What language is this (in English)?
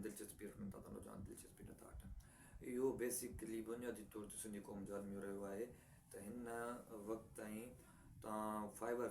Sindhi